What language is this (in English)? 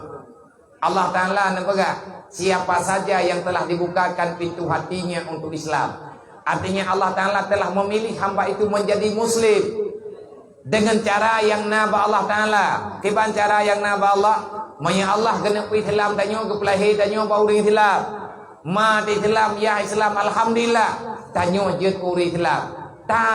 Achinese